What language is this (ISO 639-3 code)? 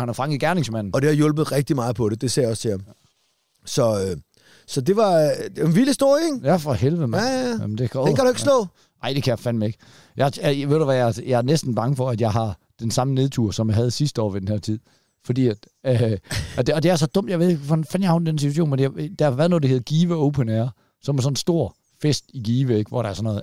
dan